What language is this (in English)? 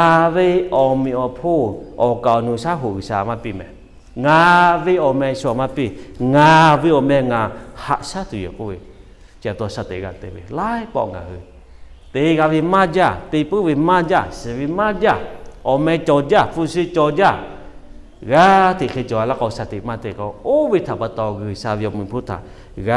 Lahu